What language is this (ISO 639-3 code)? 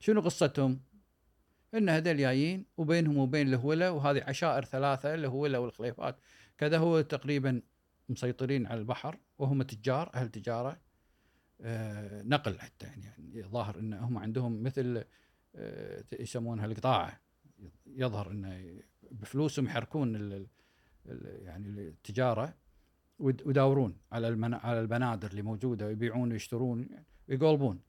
afb